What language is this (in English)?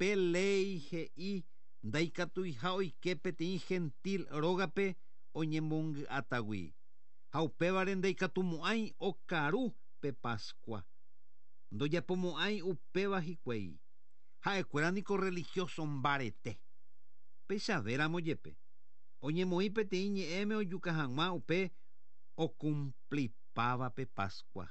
Guarani